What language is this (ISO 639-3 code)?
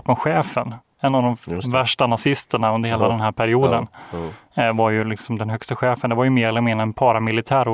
swe